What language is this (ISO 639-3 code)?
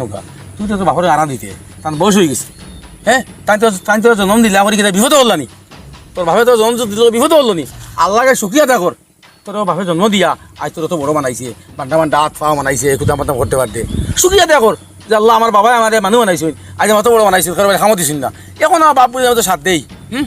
syl